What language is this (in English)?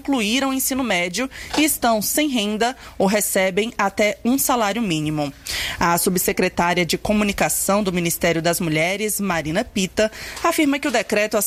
Portuguese